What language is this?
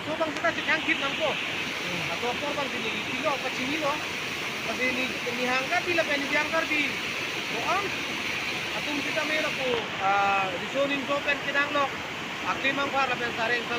Karbi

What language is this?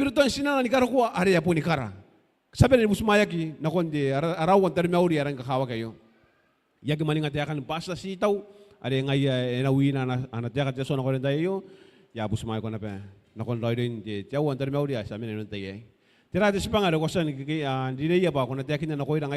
Gilbertese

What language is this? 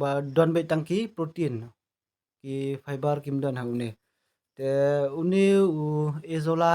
Khasi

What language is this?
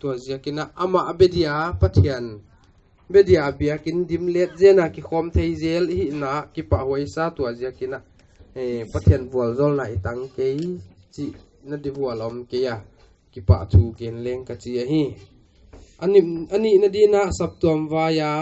Paite Chin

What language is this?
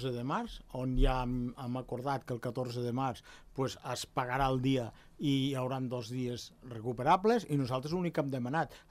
Catalan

